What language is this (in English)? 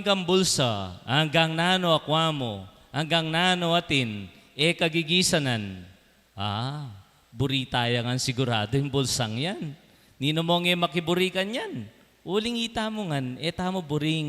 Pampanga